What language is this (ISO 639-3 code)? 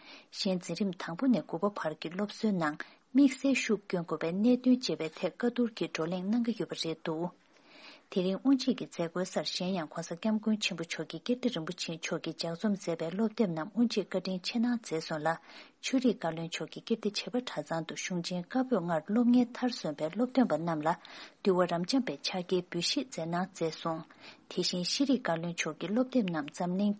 bod